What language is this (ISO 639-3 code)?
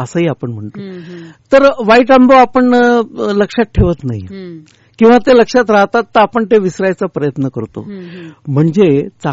mar